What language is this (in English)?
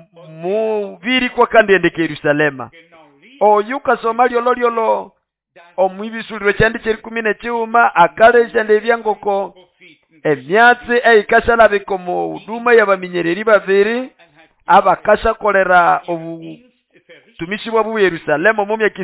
Nande